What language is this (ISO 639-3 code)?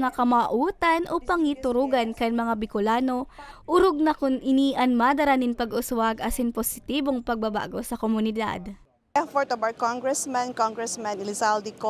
bik